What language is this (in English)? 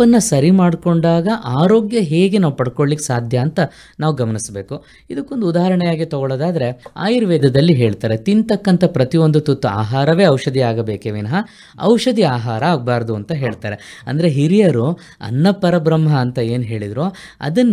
Kannada